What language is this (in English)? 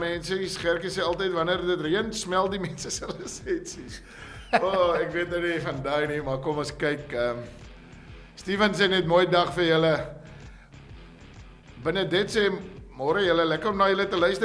Afrikaans